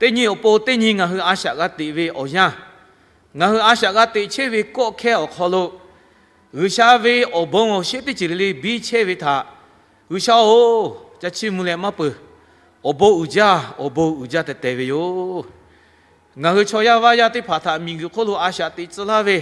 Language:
Lahu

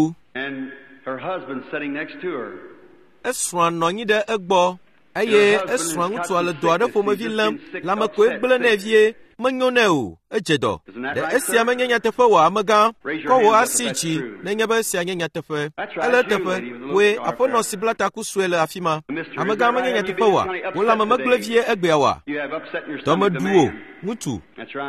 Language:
Ewe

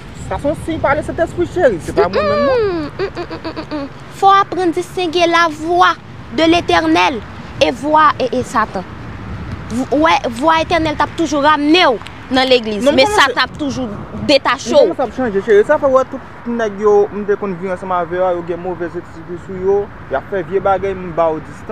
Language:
Haitian Creole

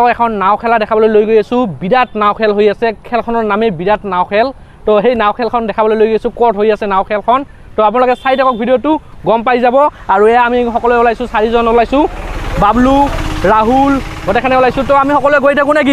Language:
Assamese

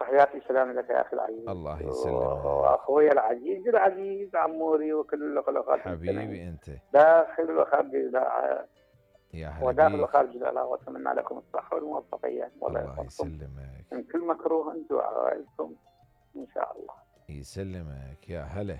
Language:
Mesopotamian Arabic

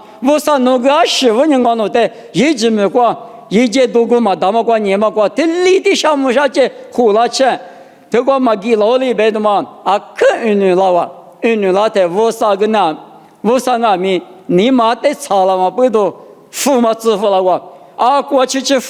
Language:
Lisu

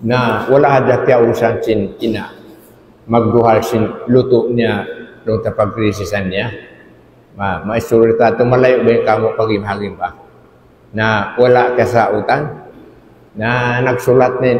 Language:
Tausug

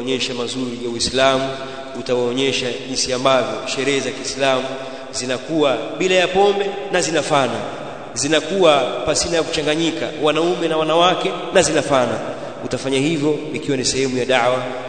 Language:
Swahili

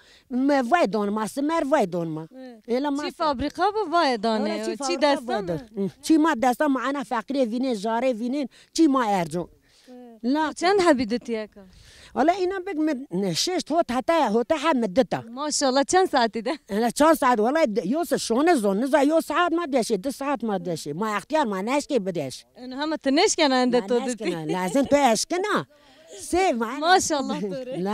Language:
Zaza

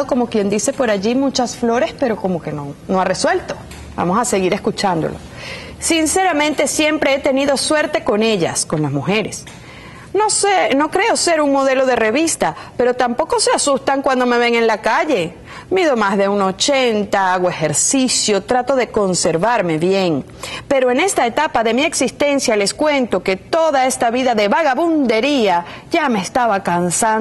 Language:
Spanish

